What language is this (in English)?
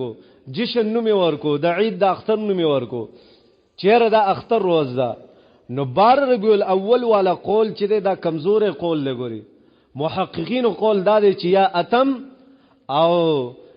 Pashto